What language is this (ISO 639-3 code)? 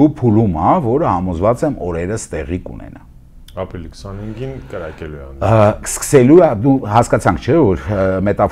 hye